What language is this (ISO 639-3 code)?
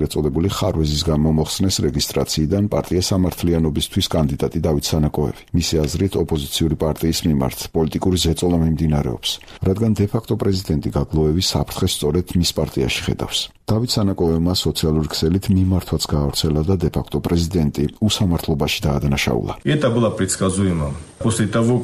kat